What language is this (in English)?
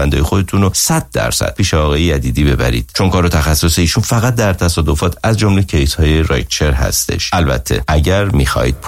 Persian